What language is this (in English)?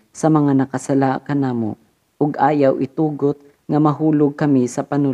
Cebuano